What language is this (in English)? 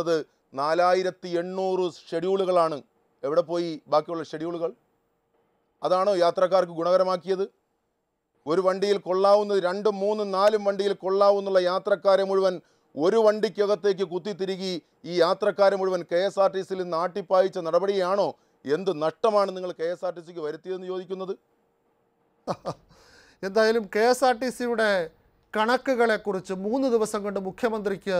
Malayalam